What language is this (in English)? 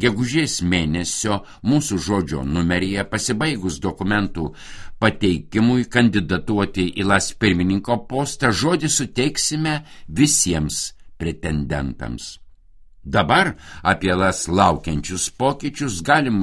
Lithuanian